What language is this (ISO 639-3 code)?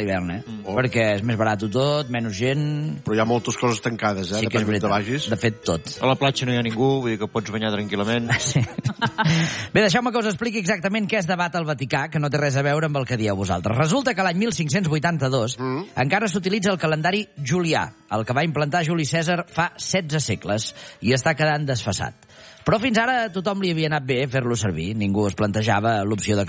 cat